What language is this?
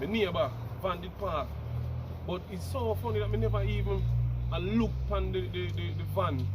Jamaican Creole English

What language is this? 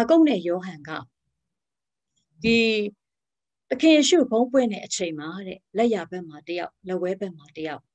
Burmese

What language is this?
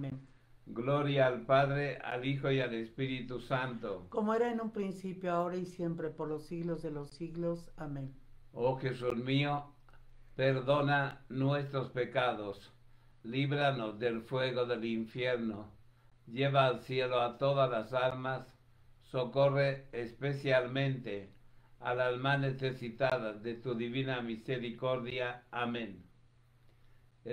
Spanish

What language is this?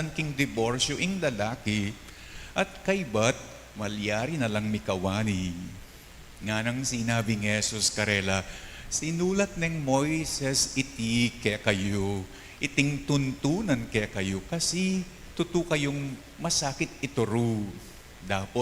Pampanga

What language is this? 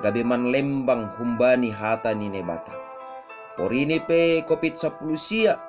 Batak Simalungun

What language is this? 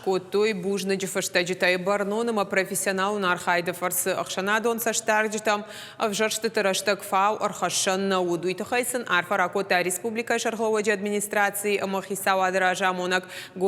Ossetic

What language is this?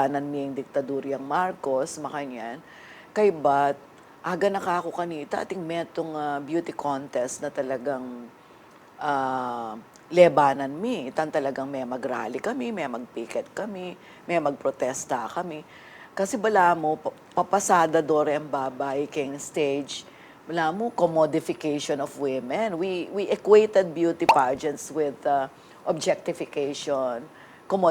Pampanga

